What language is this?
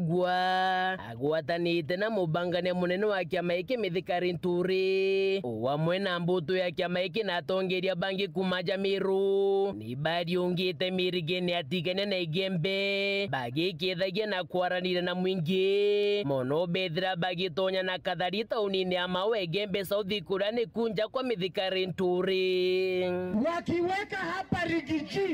Meru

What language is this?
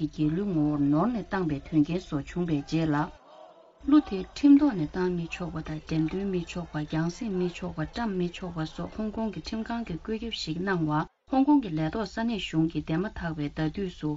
Tibetan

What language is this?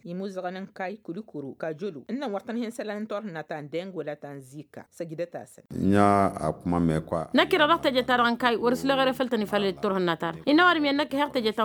Tamasheq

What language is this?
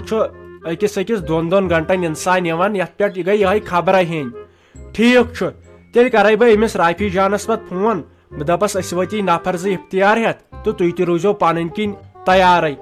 Kashmiri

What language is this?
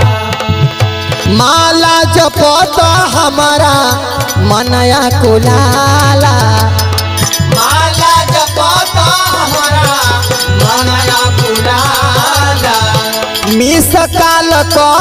Bhojpuri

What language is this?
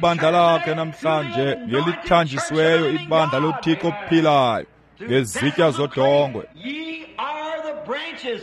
Xhosa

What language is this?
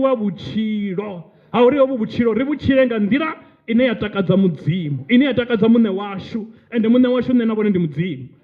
Venda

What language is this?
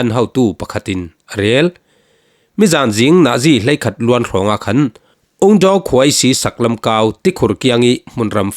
Falam Chin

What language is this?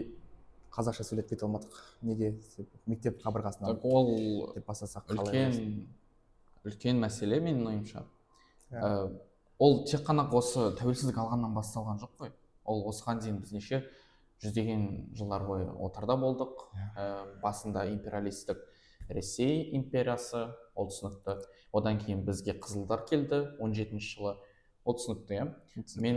Kazakh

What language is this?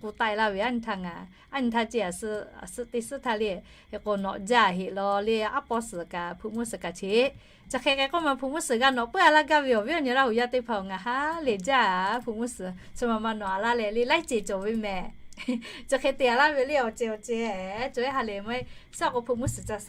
Lahu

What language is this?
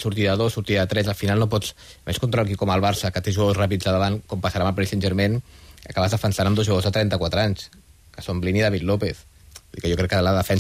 Catalan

